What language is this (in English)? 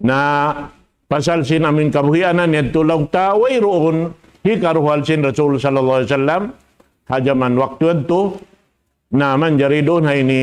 Tausug